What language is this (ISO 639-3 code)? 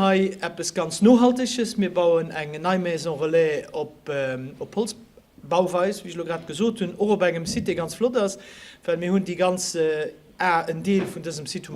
ltz